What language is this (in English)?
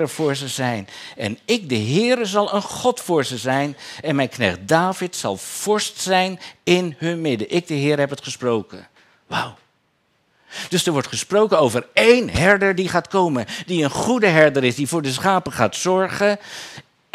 Dutch